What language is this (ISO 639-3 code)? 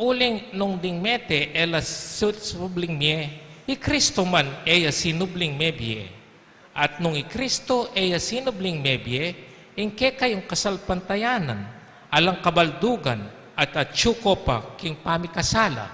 pam